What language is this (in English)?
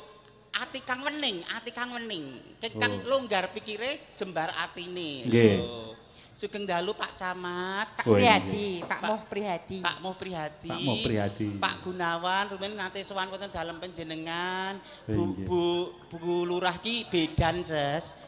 Javanese